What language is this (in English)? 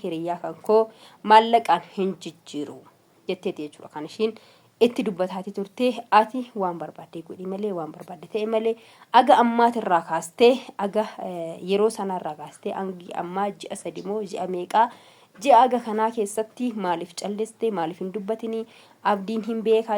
Oromo